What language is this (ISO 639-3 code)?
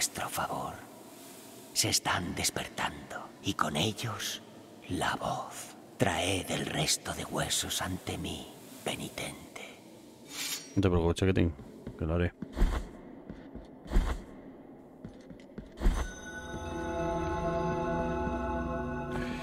spa